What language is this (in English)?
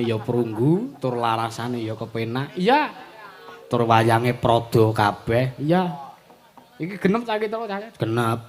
Javanese